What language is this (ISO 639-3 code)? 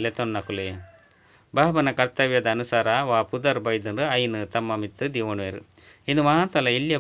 tcy